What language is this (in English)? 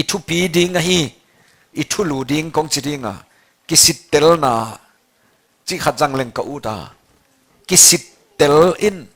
Tedim Chin